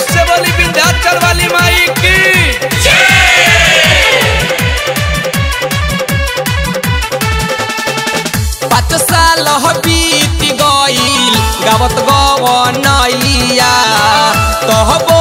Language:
Bhojpuri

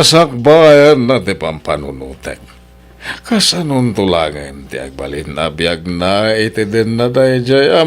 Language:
Iloko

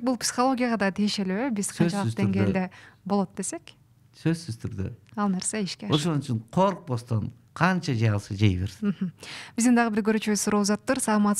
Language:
Kyrgyz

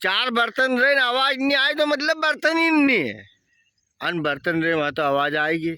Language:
Rajasthani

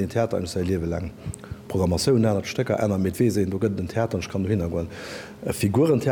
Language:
Luxembourgish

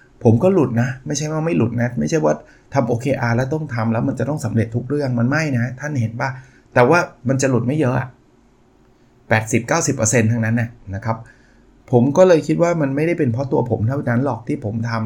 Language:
Thai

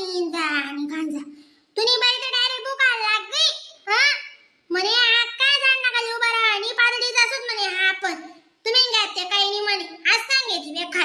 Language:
Khandesi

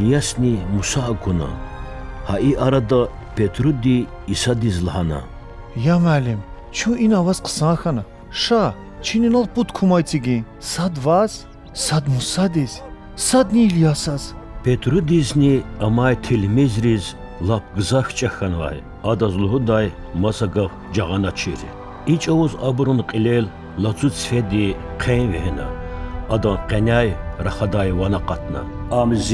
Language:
Lezghian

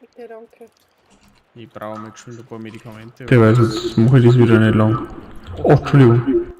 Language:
Bavarian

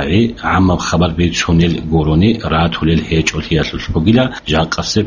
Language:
Avaric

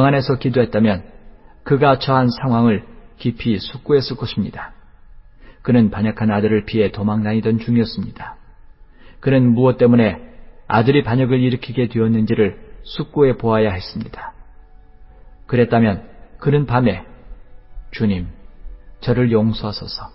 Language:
Korean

